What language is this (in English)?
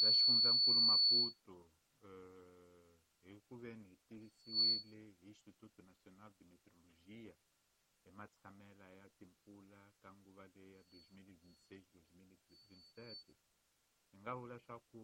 Tsonga